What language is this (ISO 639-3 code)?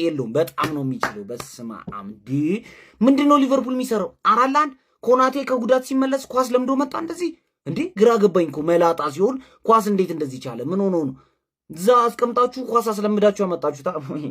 amh